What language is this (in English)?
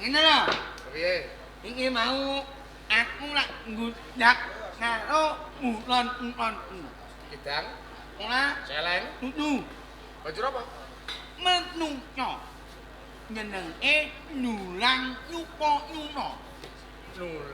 Javanese